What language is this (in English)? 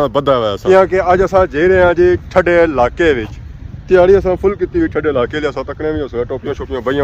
Pahari-Potwari